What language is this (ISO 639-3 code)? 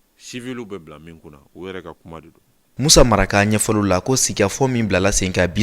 bam